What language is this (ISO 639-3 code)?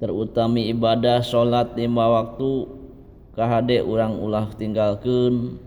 sun